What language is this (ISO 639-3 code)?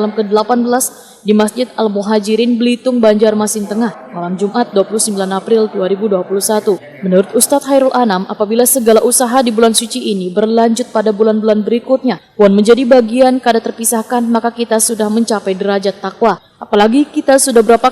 bjn